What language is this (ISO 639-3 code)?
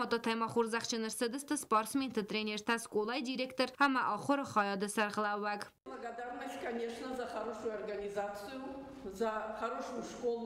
oss